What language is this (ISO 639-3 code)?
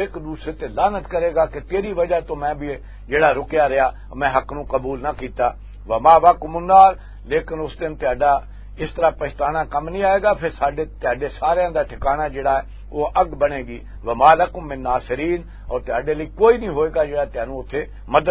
lah